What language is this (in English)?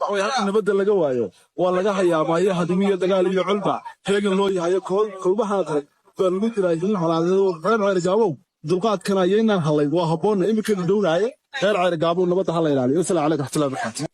Somali